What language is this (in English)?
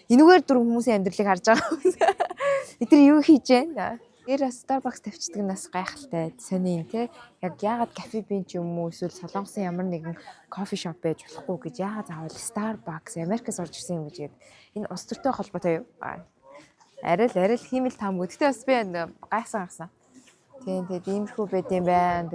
Mongolian